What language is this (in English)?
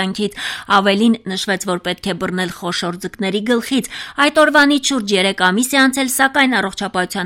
Armenian